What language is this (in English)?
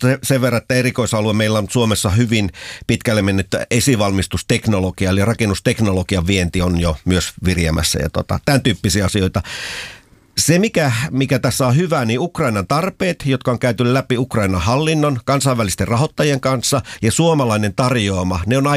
Finnish